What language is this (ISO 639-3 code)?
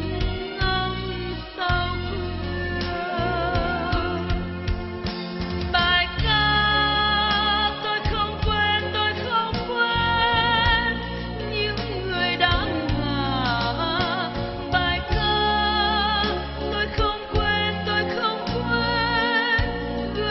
vie